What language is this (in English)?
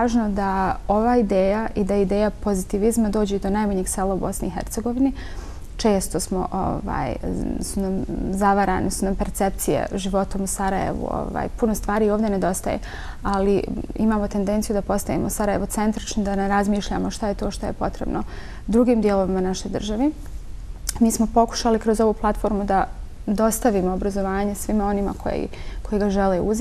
Bosnian